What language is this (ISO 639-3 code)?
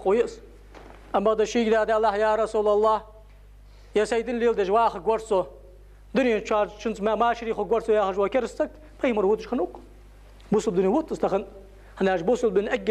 inh